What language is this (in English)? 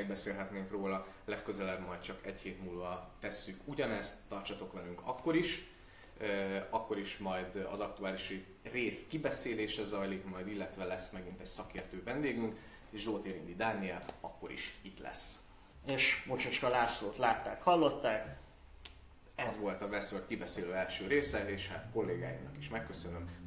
Hungarian